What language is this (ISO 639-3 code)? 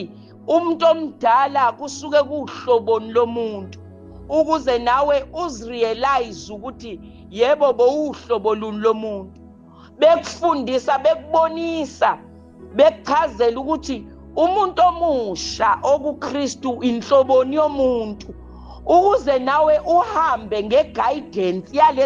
zul